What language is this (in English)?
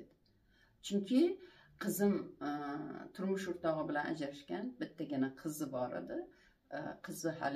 Uzbek